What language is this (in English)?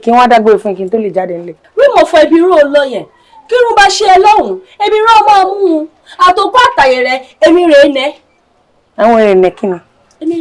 Yoruba